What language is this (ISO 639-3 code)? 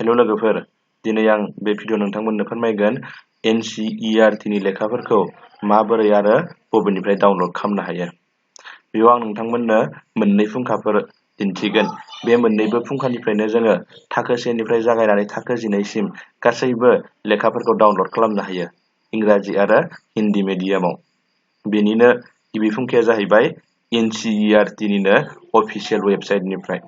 brx